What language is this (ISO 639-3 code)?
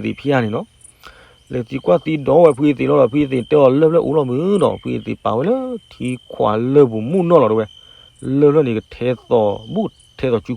ksw